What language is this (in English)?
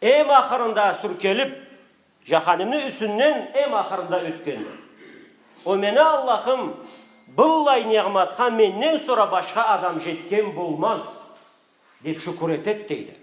Karachay-Balkar